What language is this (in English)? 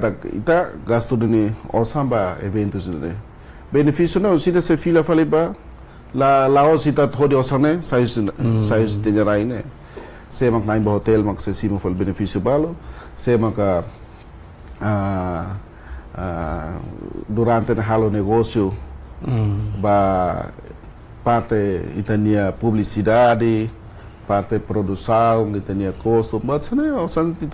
Tetum